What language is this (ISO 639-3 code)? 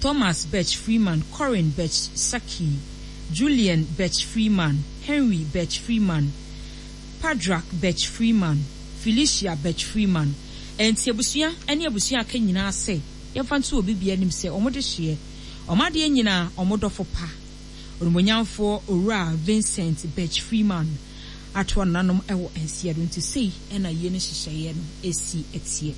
aka